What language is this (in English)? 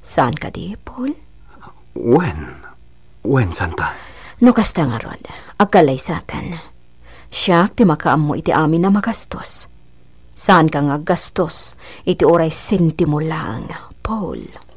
Iloko